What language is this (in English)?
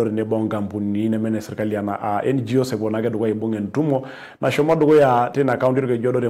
Masai